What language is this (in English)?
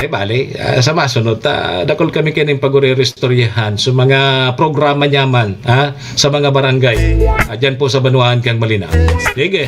Bikol